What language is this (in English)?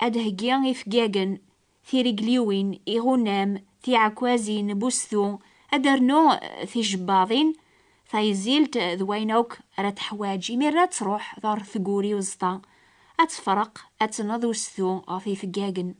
Kabyle